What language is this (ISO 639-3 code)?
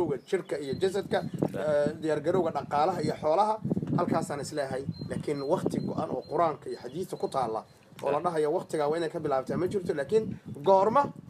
som